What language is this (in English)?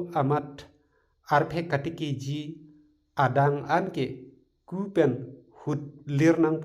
Karbi